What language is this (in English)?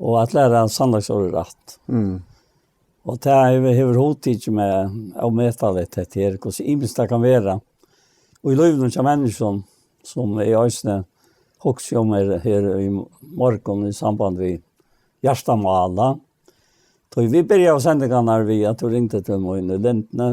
Faroese